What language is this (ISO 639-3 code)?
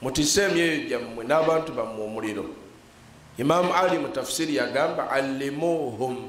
lug